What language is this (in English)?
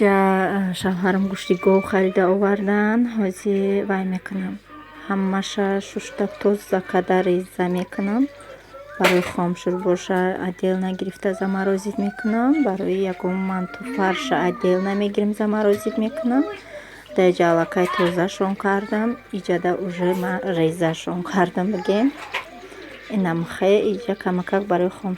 Tajik